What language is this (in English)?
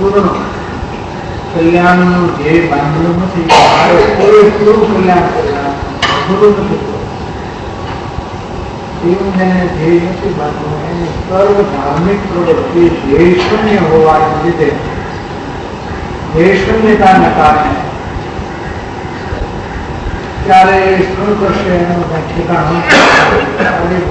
Gujarati